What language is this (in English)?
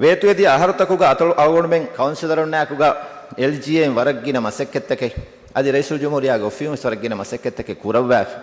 Divehi